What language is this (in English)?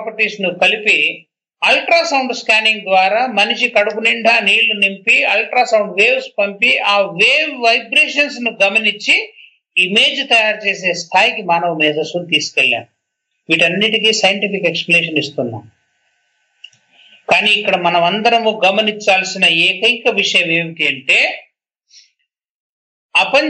Telugu